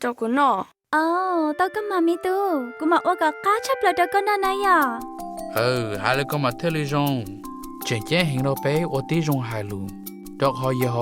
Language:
Hmong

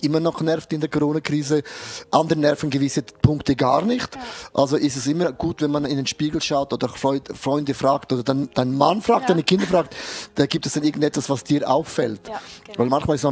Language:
Swiss German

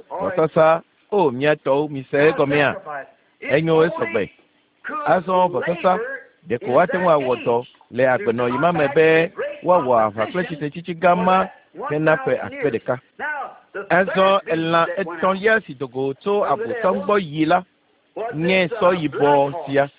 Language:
Ewe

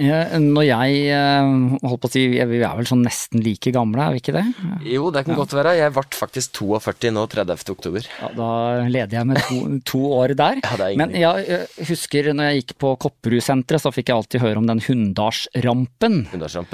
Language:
Norwegian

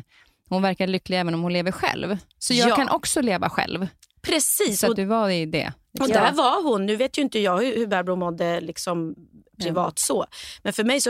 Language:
Swedish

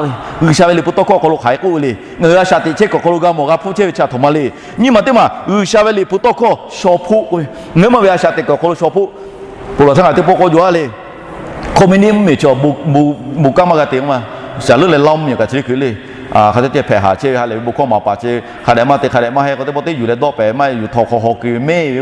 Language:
Lahu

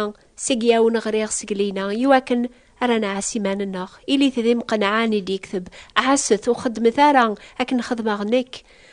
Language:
Kabyle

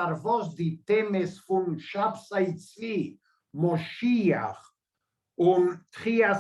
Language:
Yiddish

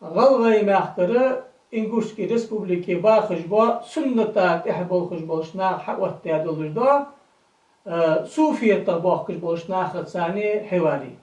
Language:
Ingush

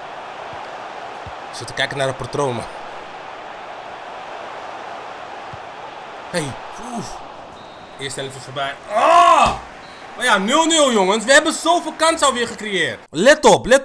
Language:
Dutch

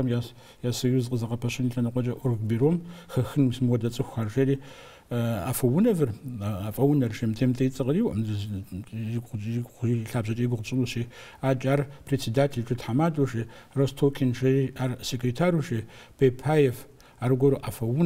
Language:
Kabardian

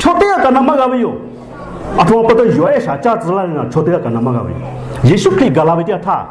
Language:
Lahu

